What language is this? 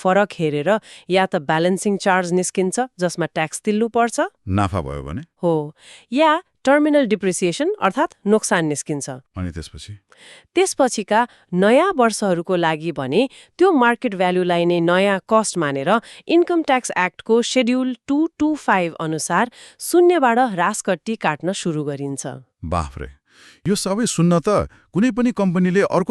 Nepali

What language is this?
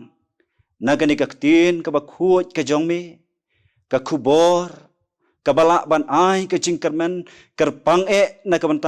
Khasi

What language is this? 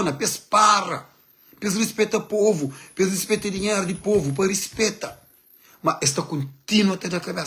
Kabuverdianu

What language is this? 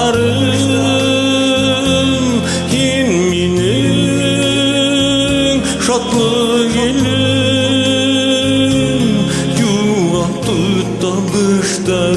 Bashkir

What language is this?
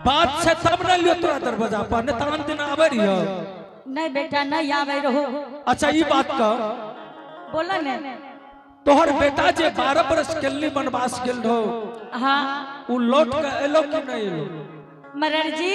Angika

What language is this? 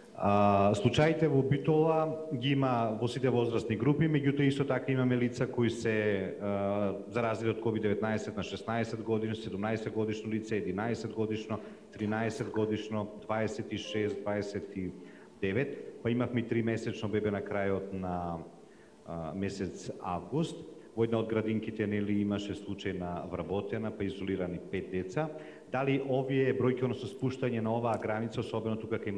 Macedonian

